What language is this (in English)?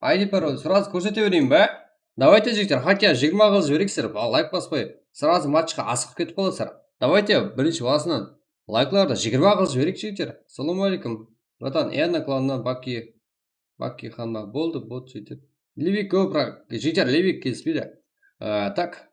Kara-Kalpak